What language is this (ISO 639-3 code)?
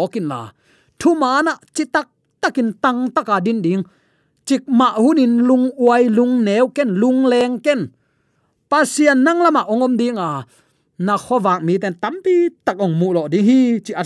ctd